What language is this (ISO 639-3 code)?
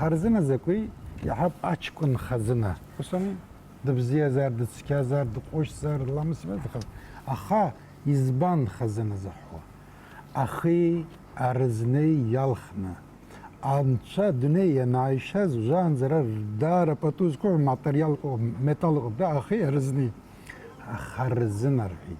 abk